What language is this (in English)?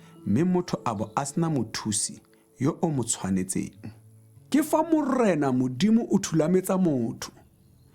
Tswana